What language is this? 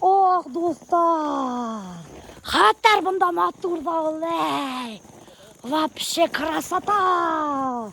Bashkir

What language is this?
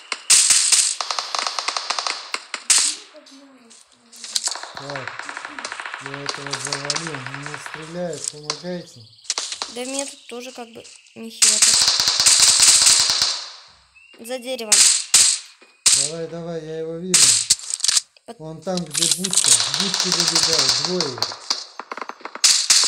Russian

